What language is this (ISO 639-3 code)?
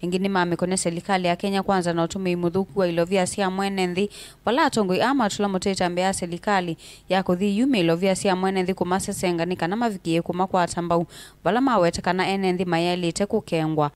kam